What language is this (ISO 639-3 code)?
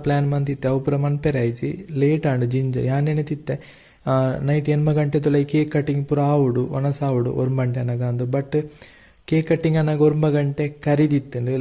tcy